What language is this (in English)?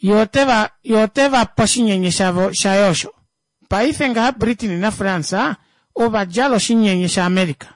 Kuanyama